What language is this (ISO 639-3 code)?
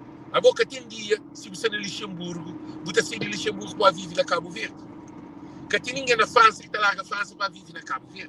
kea